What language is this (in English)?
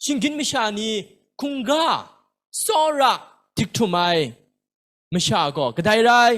Kachin